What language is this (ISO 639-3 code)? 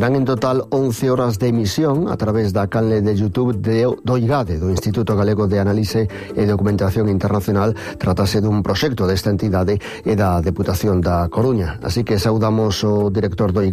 glg